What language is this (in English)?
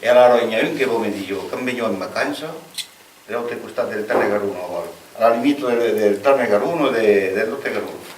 Occitan